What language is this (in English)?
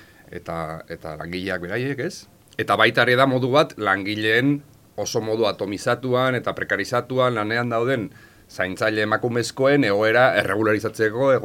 Basque